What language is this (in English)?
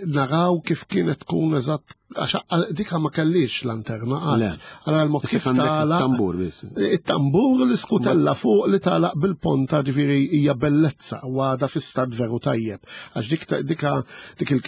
Maltese